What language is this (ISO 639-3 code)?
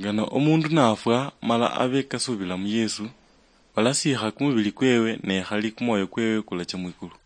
luy